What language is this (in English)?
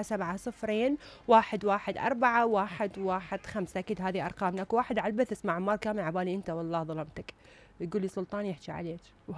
Mesopotamian Arabic